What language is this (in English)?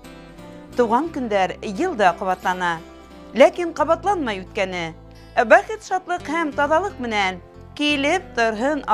Bashkir